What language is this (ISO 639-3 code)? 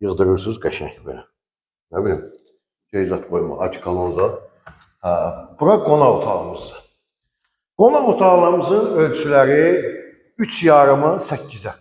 aze